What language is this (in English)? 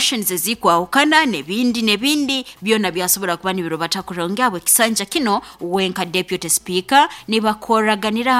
Nyoro